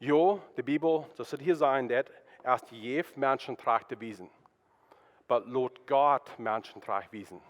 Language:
Plautdietsch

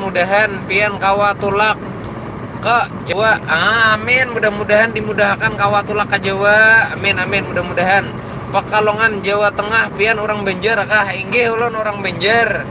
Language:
Banjar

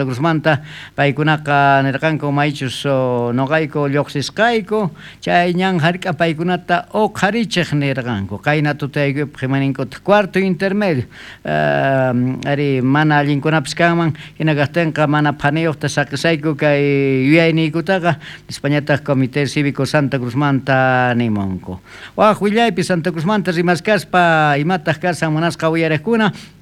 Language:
South Bolivian Quechua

